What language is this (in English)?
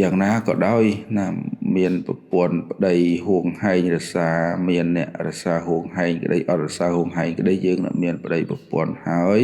Khmer